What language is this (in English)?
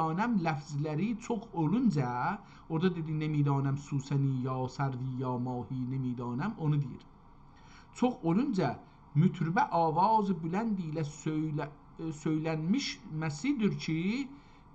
South Azerbaijani